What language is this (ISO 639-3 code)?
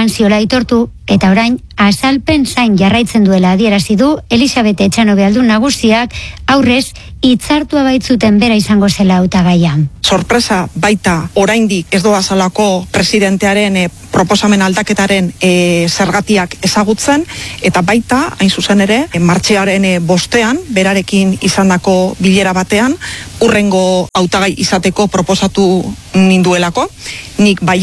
eus